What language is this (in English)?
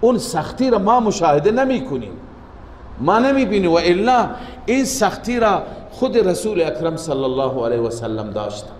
Persian